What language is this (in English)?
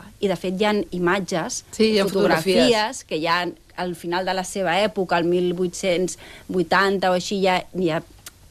Catalan